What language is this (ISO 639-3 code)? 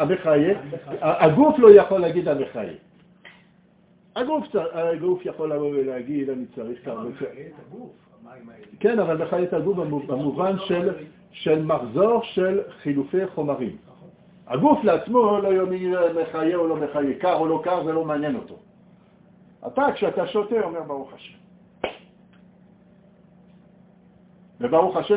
heb